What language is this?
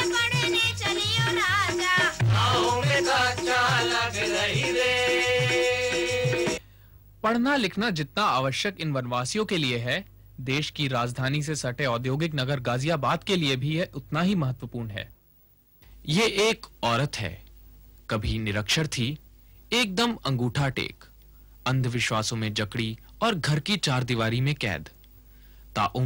Hindi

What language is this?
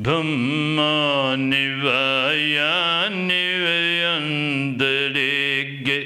Pali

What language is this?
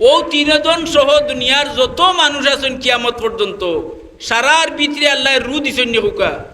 Sylheti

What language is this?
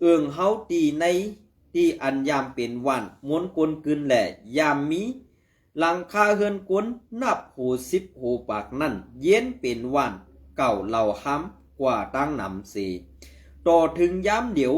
Shan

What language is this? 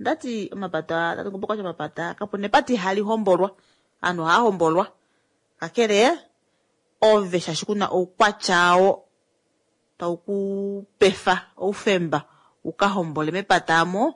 Kuanyama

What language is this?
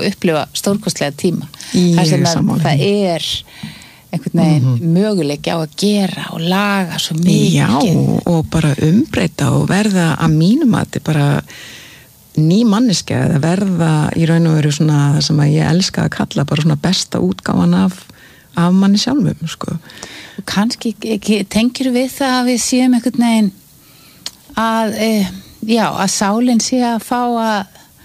Icelandic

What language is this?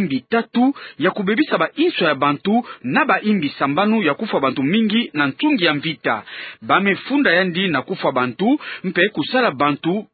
Kituba (Democratic Republic of Congo)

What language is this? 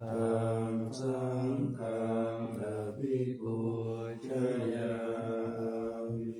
Pali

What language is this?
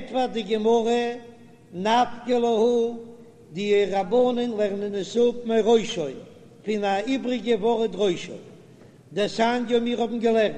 Yiddish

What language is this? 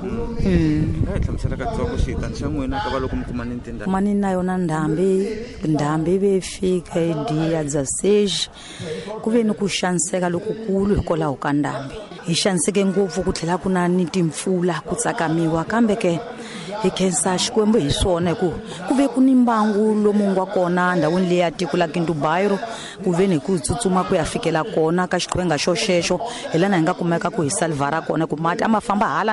Tsonga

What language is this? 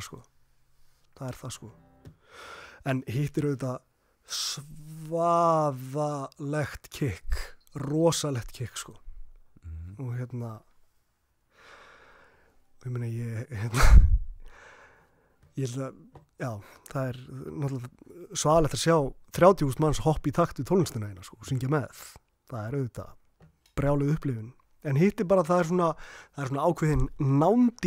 Icelandic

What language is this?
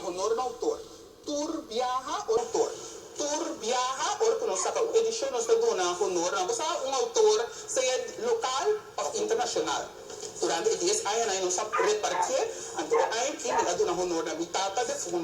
Papiamento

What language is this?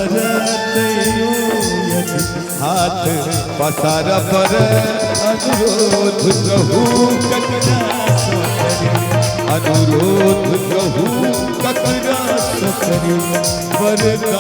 Maithili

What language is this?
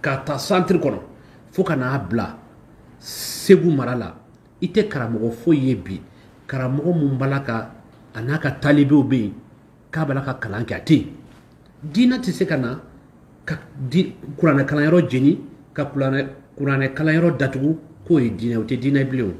Bambara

